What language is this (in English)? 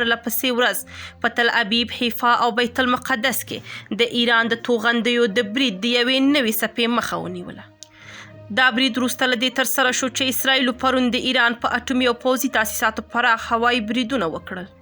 Pashto